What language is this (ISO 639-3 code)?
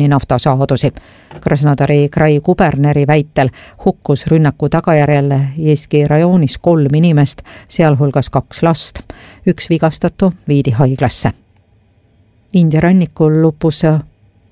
est